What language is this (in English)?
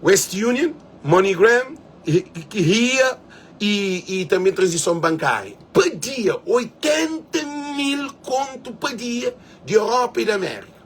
Kabuverdianu